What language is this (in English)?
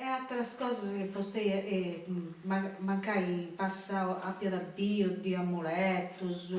Sardinian